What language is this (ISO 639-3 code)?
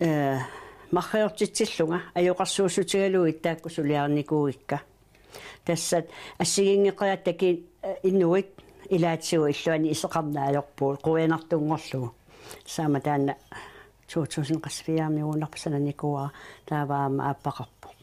kal